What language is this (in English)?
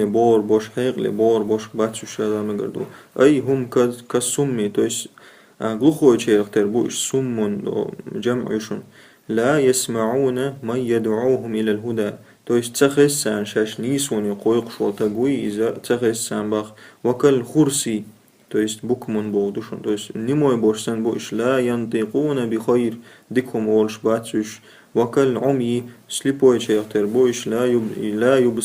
Chechen